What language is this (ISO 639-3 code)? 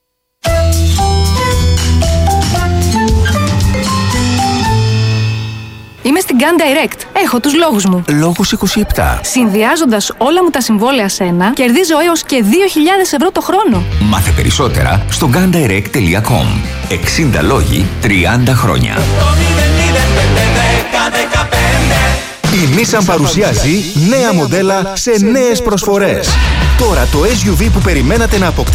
ell